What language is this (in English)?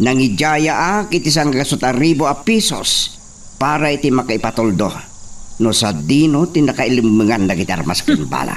Iloko